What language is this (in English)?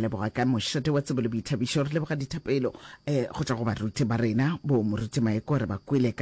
Northern Sotho